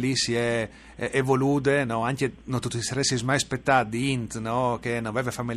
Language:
Friulian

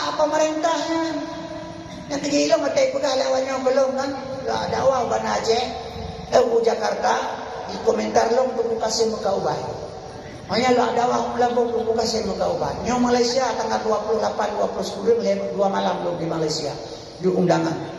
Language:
Achinese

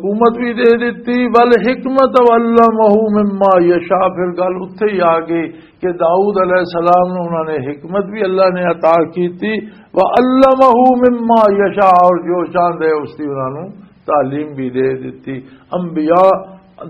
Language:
Western Panjabi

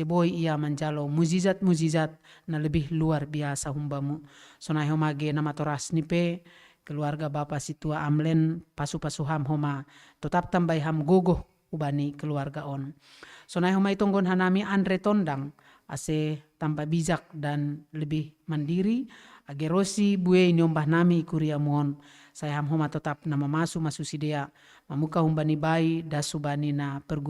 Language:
Batak Simalungun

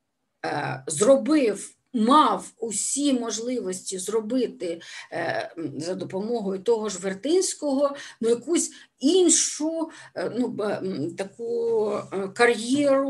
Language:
Ukrainian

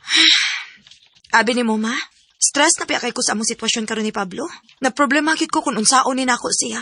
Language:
Cebuano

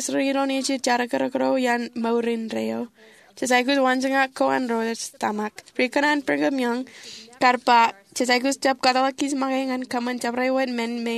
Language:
Marshallese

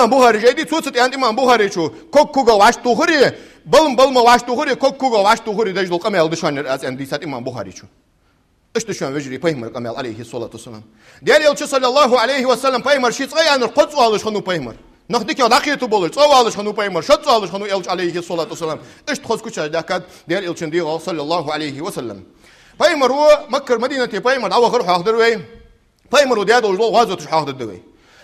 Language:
Ingush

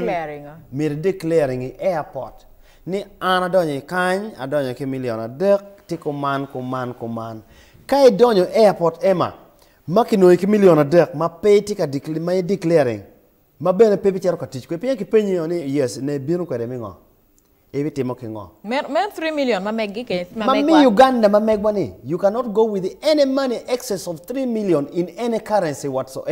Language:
Acoli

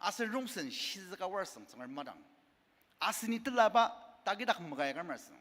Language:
Ao Naga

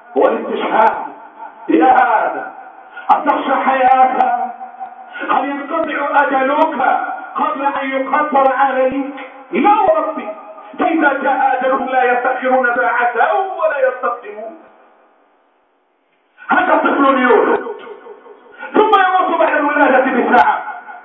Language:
Arabic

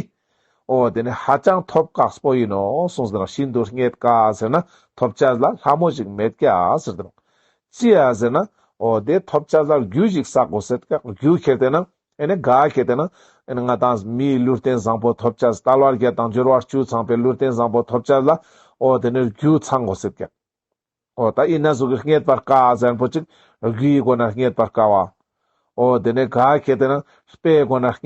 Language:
Ladakhi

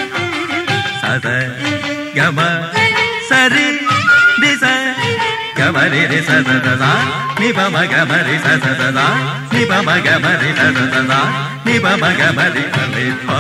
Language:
Malayalam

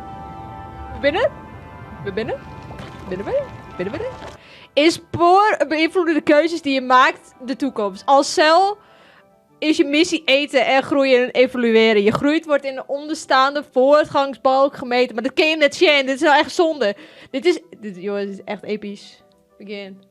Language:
Western Frisian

